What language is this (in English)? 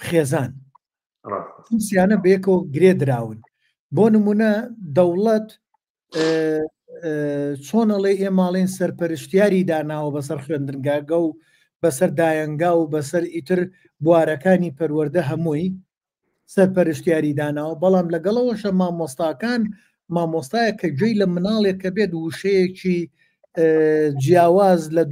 Central Kurdish